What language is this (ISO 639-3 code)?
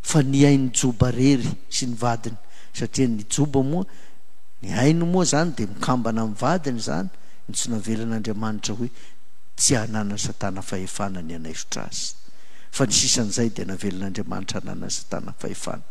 mlg